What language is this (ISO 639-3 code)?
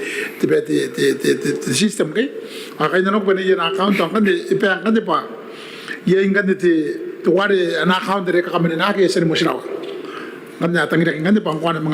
gil